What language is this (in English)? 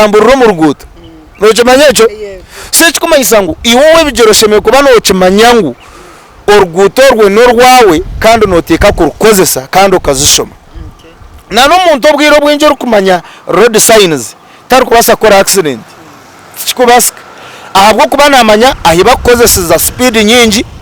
Nyankole